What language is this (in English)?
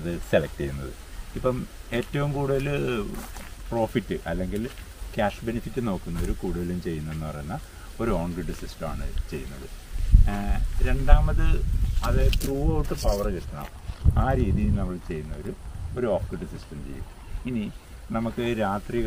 Malayalam